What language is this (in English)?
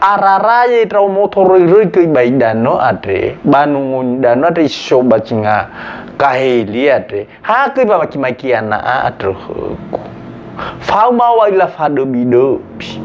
Nias